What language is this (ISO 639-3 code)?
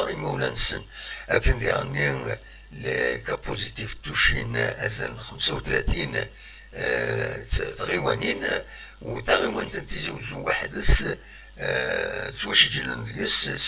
kab